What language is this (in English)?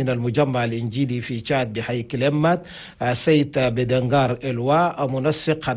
Chadian Arabic